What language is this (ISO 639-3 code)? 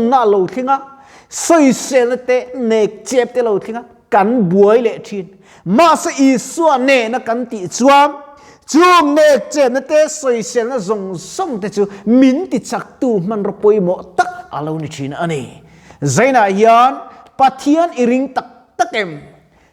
lus